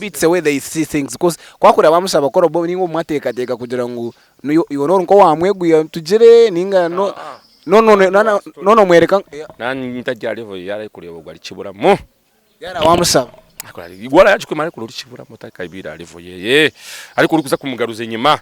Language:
Nyankole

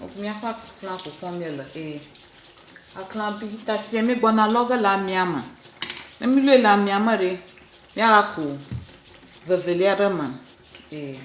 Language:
Ewe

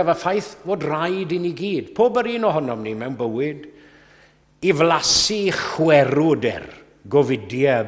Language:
Welsh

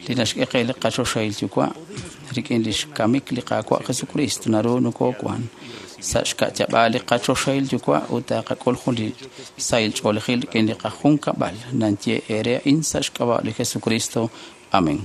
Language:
Kekchí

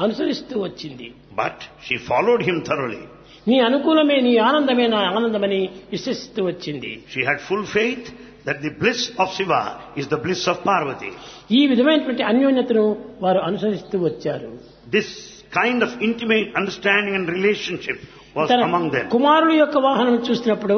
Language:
Telugu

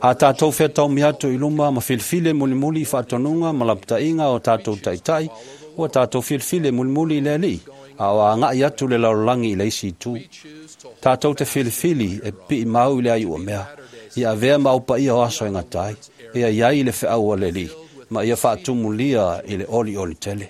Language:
Samoan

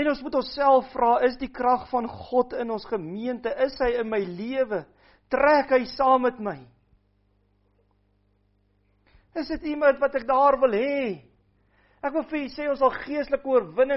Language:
Afrikaans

